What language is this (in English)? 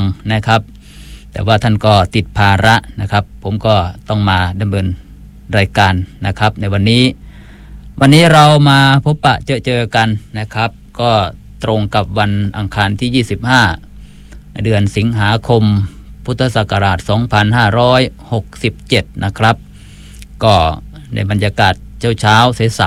Thai